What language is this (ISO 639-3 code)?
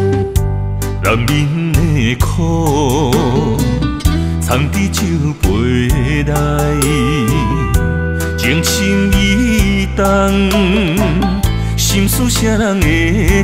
nan